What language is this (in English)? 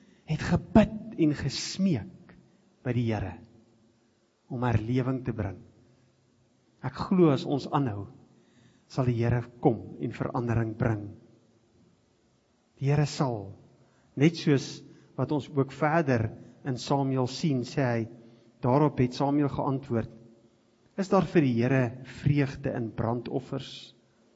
Afrikaans